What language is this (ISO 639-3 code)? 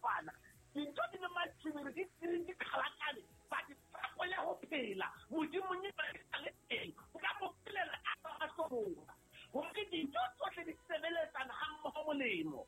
sot